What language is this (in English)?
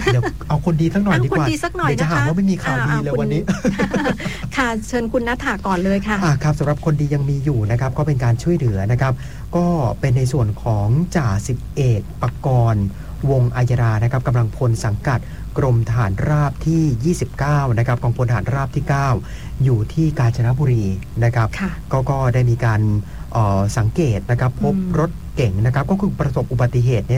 Thai